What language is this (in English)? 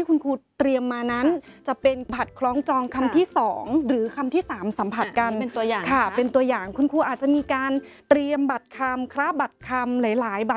Thai